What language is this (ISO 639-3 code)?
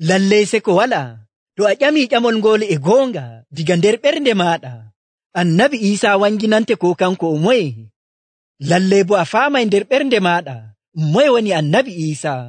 fuv